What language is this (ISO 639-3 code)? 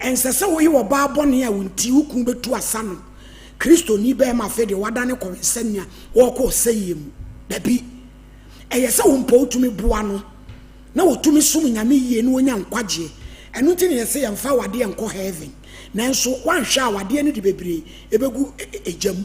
aka